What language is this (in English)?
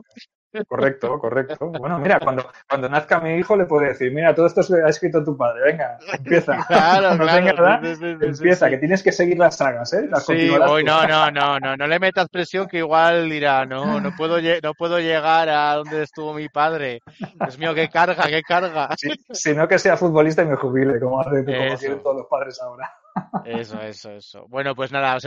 Spanish